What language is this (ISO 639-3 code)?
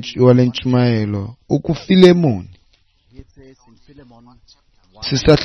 xho